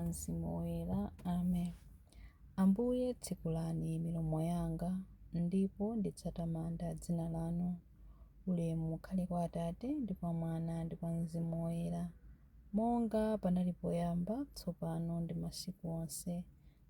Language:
Nyanja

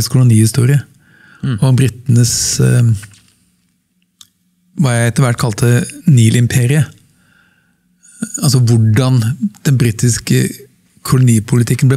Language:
Norwegian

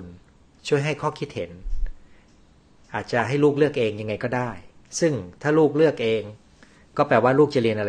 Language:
Thai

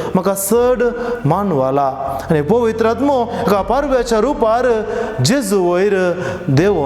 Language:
Konkani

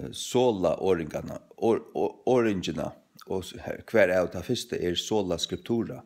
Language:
Faroese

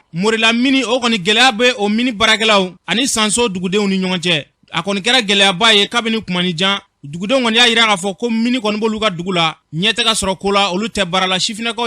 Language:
Bambara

